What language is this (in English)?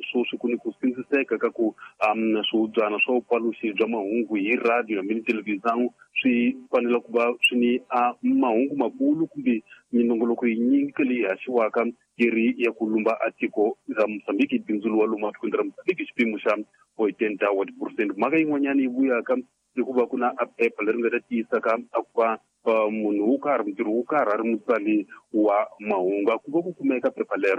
Tsonga